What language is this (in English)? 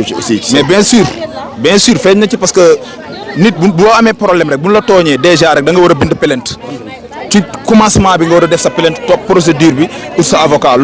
Wolof